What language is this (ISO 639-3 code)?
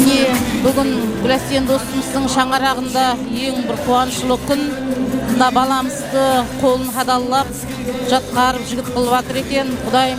kaa